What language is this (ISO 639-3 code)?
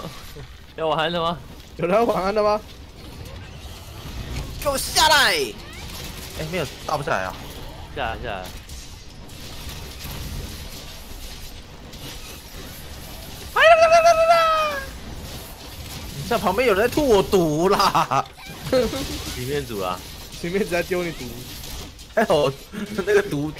zho